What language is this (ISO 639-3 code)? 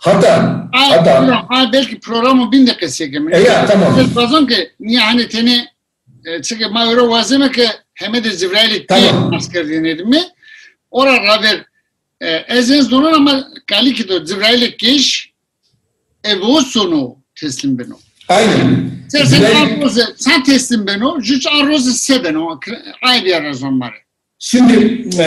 zza